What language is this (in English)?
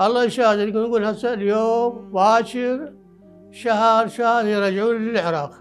Mesopotamian Arabic